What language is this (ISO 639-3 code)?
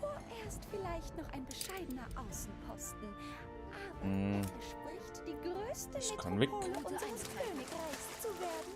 bar